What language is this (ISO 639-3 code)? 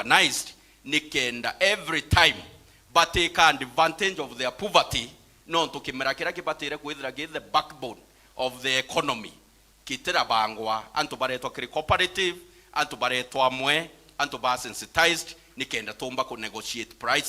mer